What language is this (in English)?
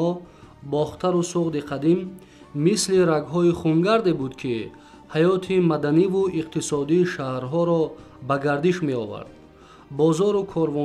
Tajik